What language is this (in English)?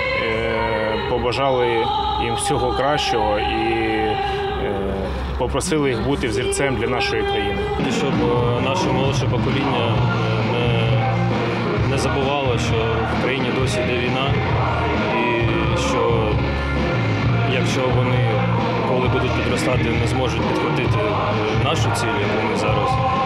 Ukrainian